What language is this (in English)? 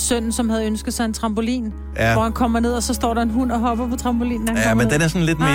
Danish